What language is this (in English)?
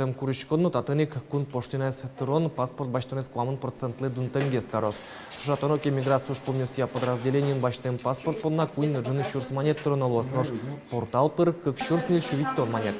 Udmurt